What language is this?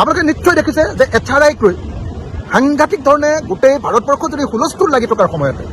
Assamese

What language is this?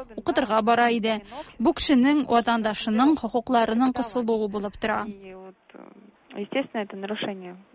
Tatar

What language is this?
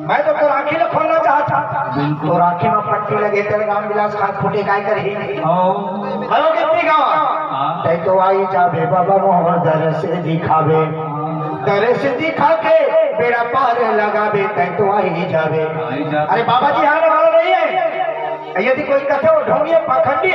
Chhattisgarhi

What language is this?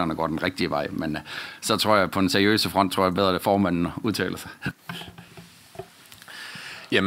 Danish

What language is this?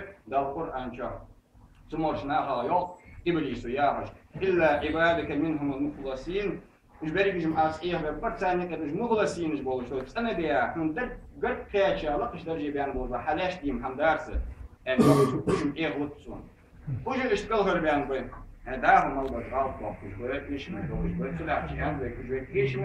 Ingush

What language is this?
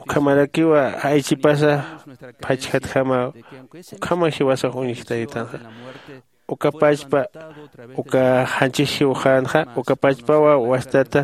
Aymara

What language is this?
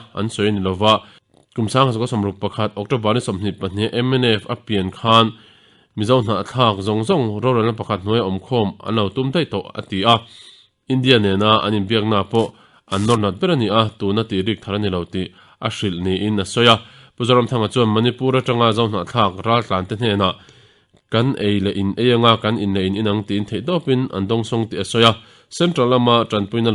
Mizo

